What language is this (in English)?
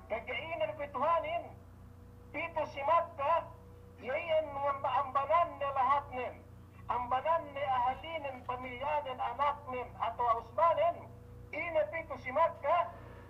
Yakan